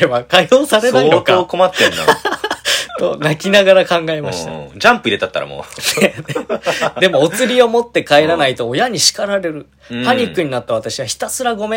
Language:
Japanese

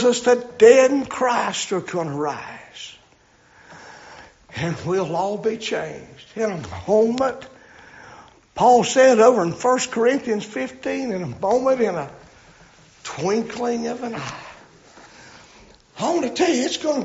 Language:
English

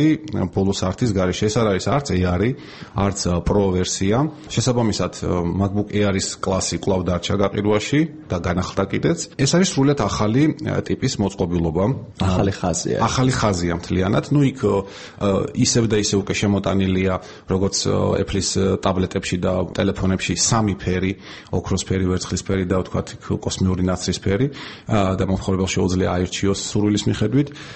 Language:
Georgian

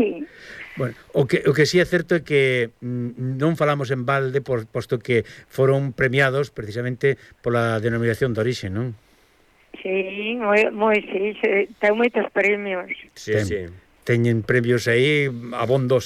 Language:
Galician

